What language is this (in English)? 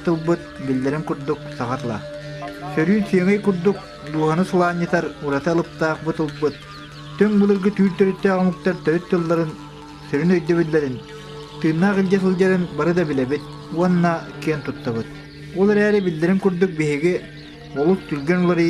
Yakut